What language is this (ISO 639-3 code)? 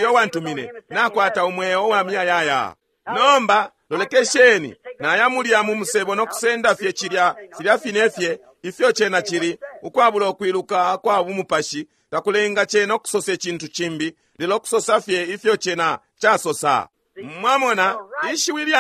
bem